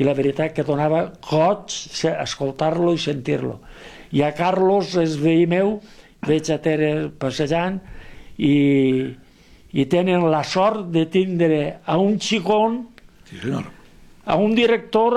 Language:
Catalan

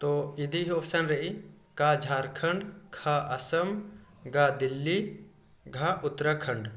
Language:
Kurukh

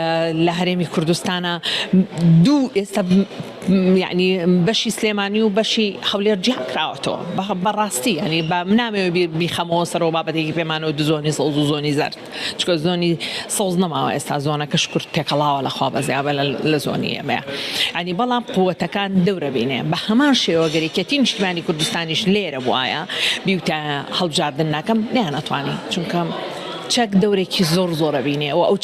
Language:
Central Kurdish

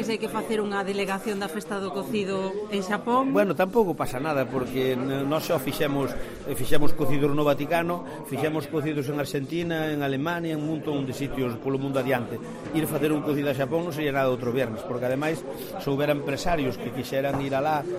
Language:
Galician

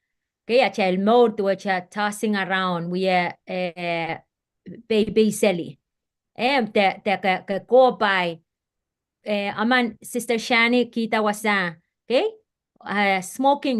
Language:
Pohnpeian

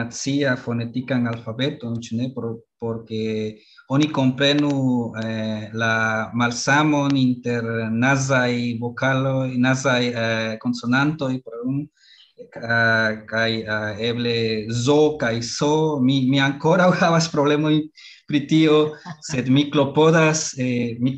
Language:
Esperanto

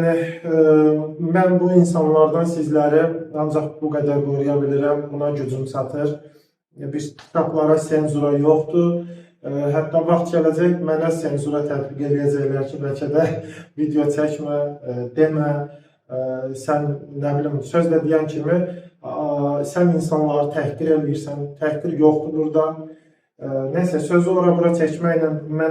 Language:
Azerbaijani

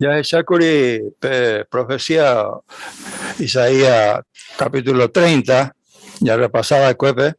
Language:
Guarani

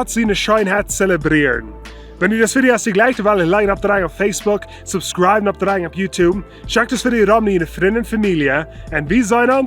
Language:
Plautdietsch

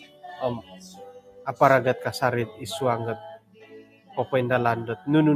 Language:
Central Dusun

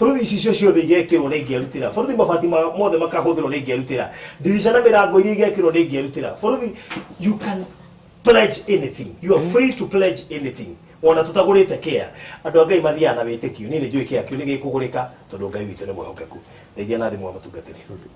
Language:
Kikuyu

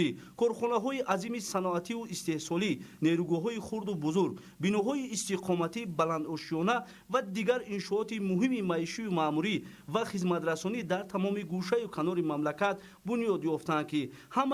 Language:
Tajik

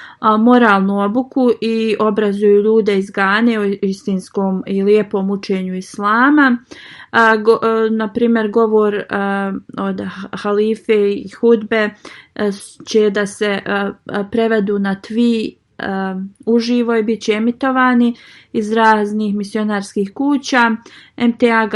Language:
Bosnian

